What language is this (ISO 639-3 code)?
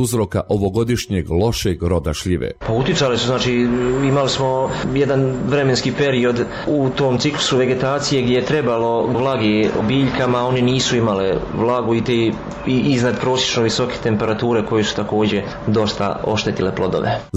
bos